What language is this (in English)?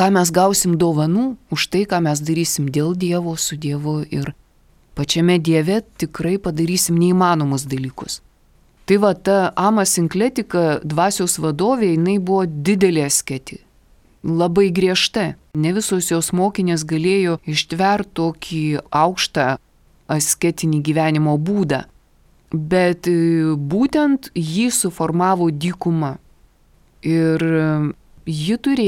Lithuanian